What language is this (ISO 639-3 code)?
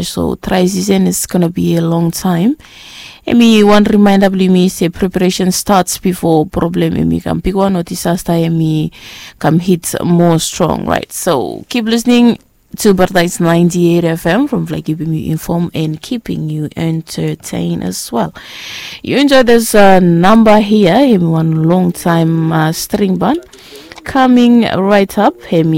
bis